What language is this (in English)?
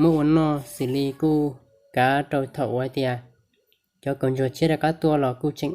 Hmong